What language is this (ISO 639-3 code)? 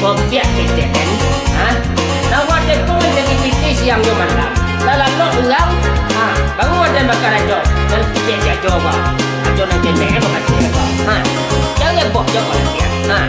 min